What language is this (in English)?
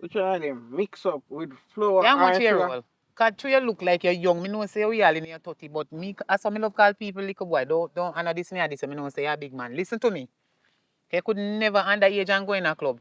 Jamaican Creole English